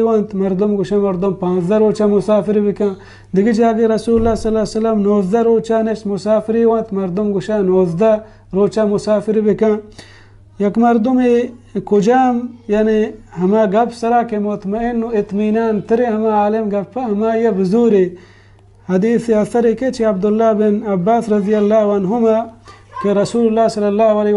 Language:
Baluchi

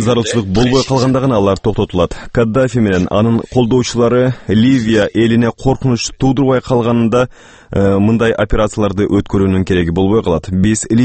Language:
Kyrgyz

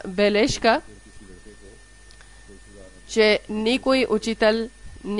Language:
Bulgarian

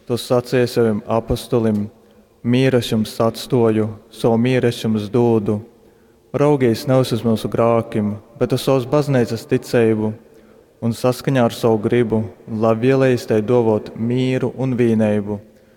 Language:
Latgalian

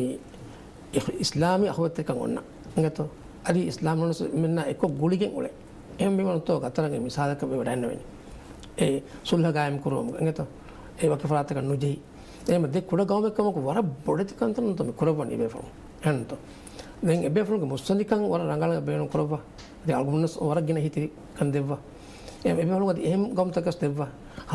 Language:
Divehi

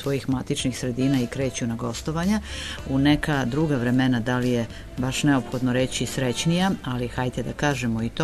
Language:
Serbian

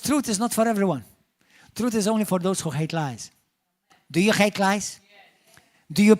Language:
English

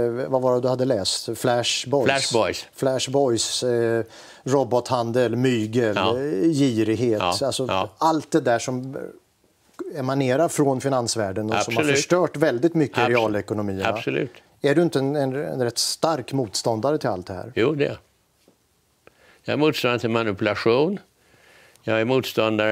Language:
Swedish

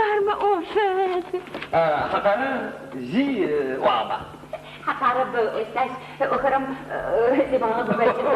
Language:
Adyghe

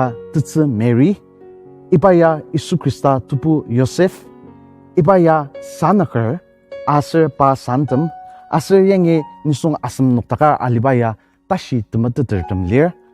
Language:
Ao Naga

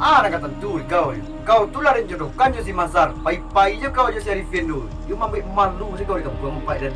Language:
Minangkabau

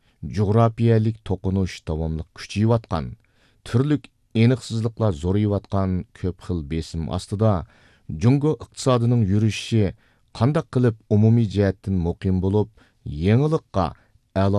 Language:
Uyghur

